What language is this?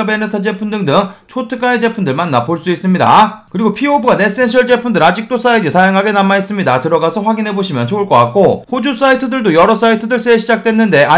Korean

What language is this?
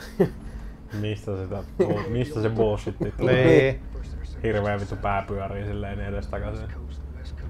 Finnish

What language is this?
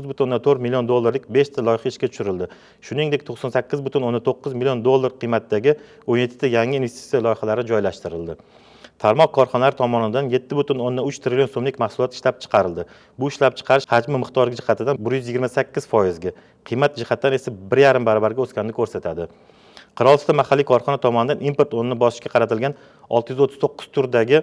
Uzbek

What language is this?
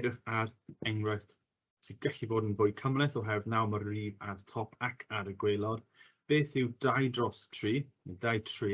Welsh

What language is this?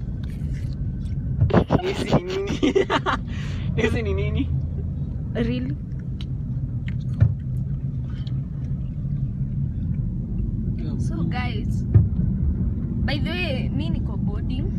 Swahili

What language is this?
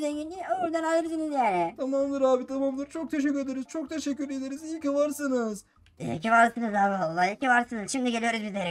Turkish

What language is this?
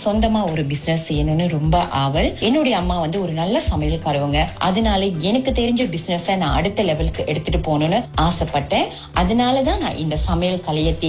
Tamil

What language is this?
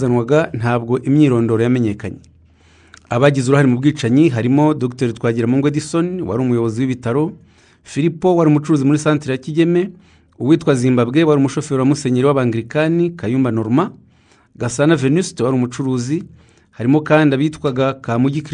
Kinyarwanda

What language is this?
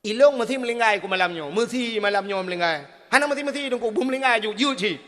Achinese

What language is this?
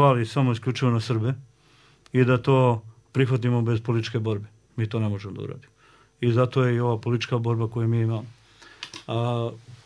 Bosnian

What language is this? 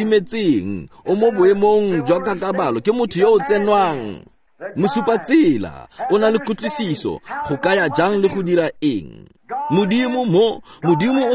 Tswana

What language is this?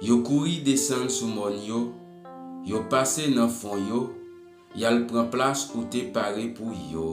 Haitian Creole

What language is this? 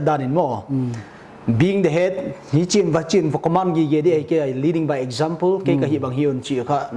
Paite Chin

